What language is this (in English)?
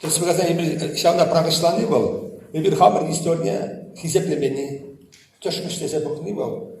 Chuvash